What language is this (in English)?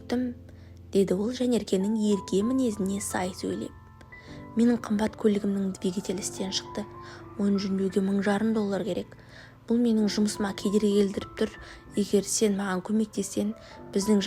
Kazakh